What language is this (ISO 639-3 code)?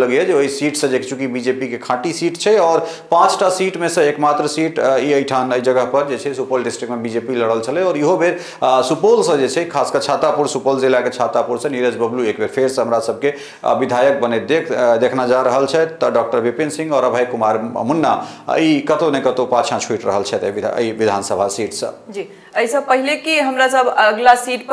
mai